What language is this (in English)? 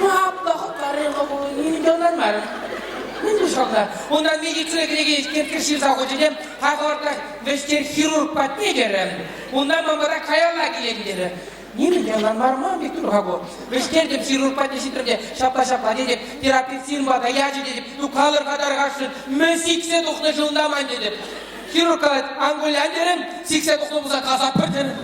Chuvash